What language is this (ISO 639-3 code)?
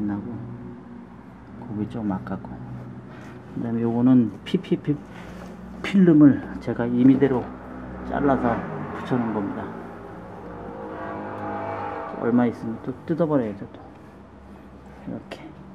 kor